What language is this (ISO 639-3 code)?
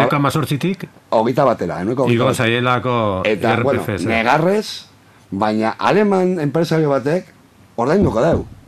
eus